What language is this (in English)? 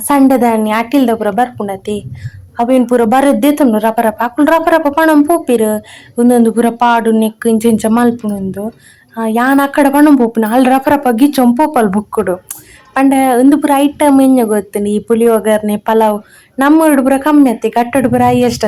Tulu